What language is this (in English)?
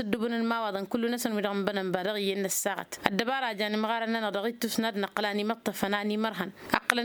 Tamasheq